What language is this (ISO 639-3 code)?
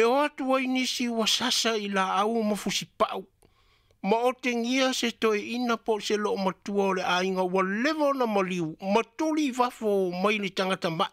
smo